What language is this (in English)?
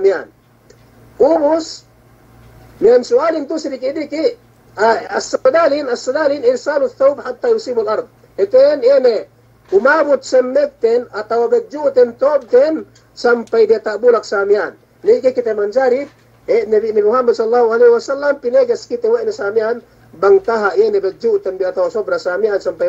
Yakan